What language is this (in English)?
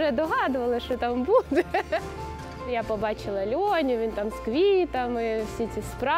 Ukrainian